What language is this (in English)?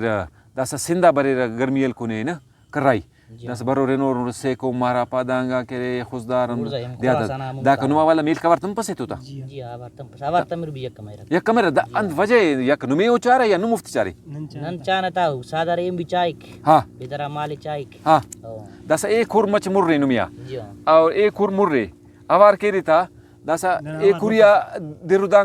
Brahui